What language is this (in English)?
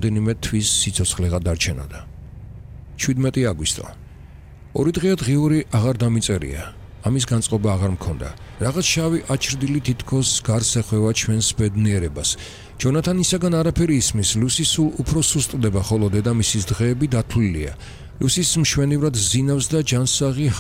Georgian